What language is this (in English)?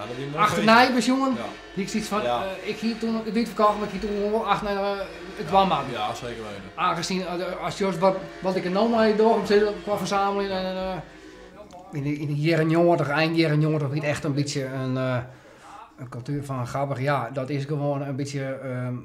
Western Frisian